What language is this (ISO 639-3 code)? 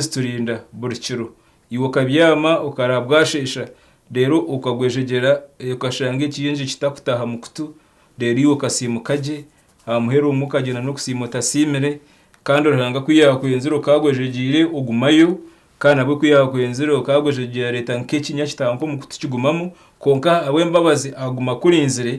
nyn